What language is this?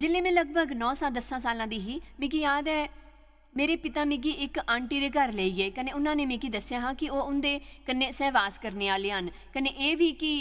Dogri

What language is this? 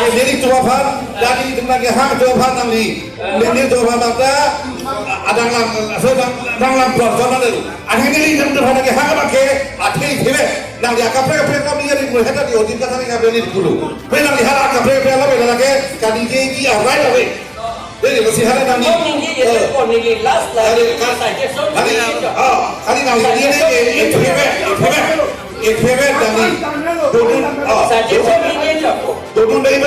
Karbi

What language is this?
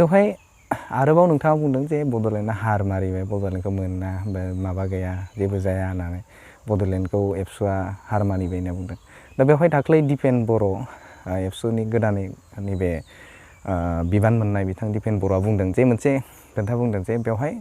Bodo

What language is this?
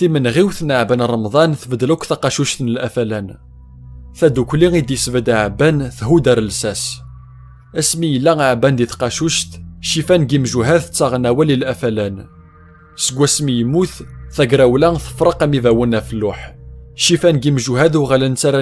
Kabyle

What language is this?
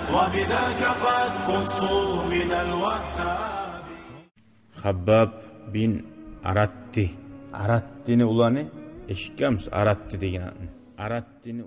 Kumyk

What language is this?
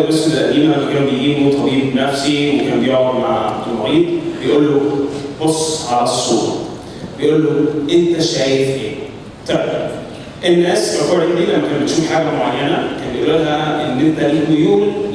Egyptian Arabic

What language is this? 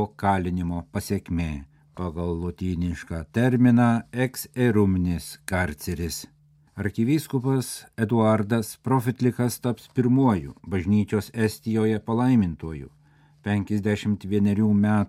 Lithuanian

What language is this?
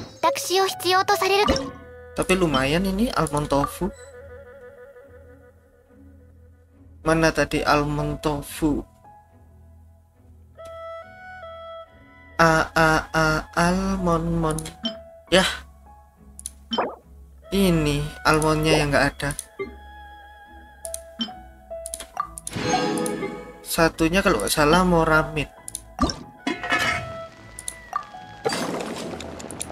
Indonesian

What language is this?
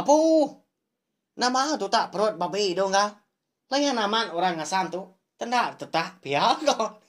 Iban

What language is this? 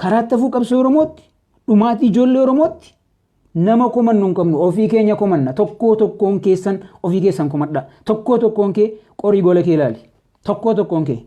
Oromo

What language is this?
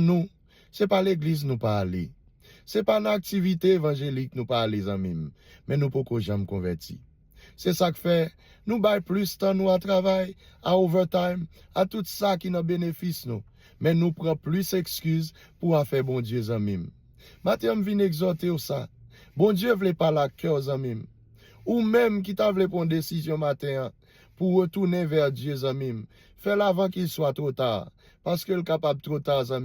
Haitian Creole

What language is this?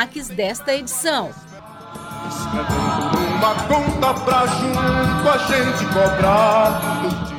Portuguese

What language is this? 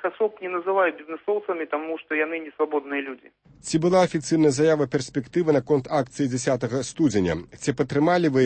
Belarusian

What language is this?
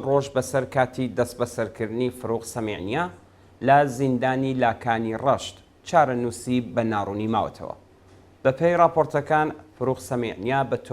Central Kurdish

